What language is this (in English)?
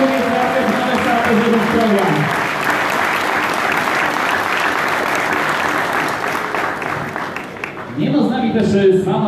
Polish